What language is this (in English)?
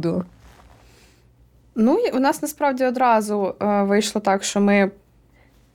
Ukrainian